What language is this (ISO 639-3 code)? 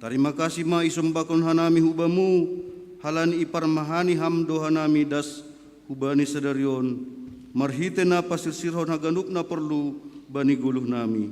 bts